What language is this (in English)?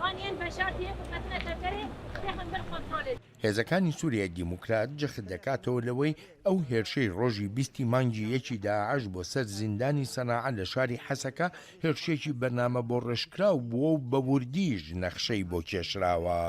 Central Kurdish